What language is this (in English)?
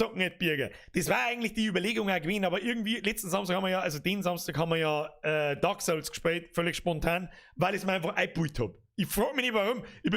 Bavarian